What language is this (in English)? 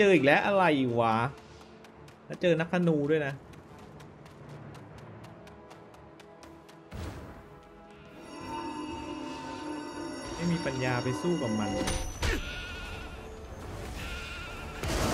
Thai